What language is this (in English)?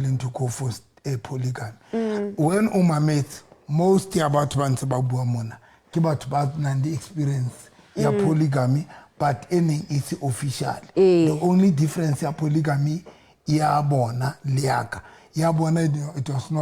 Southern Sotho